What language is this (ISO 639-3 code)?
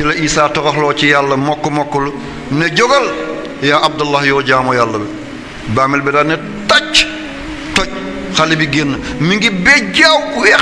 wol